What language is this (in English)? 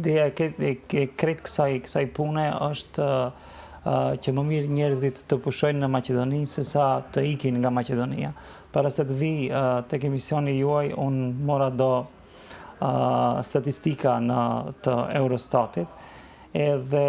Albanian